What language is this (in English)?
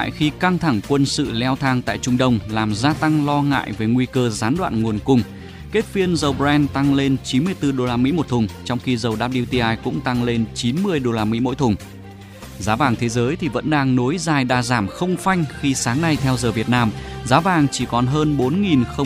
Vietnamese